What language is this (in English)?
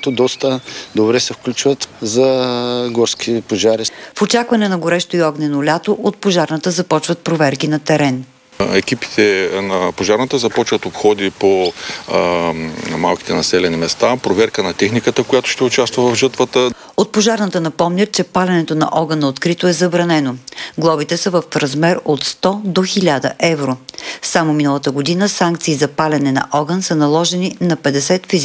Bulgarian